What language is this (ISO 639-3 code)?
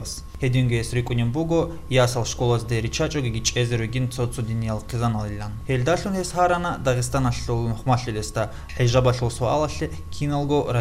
ava